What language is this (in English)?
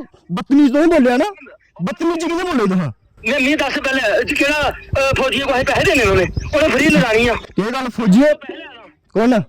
Dogri